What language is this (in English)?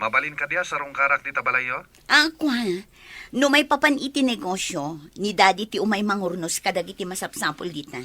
Iloko